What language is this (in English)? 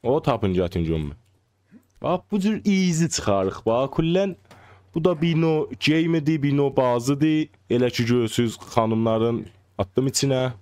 South Azerbaijani